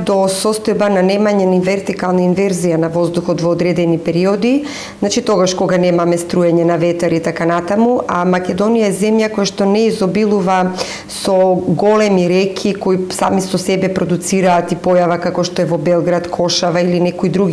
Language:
Macedonian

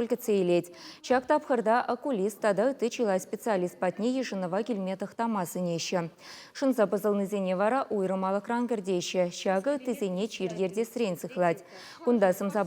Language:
Chuvash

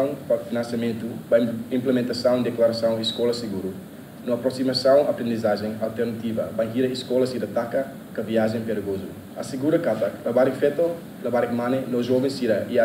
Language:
Tetum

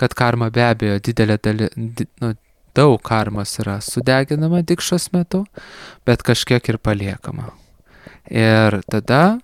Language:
Lithuanian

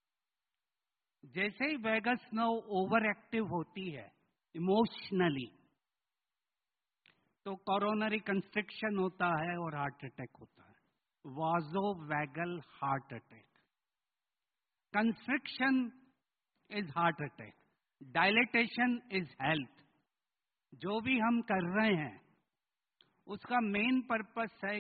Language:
Hindi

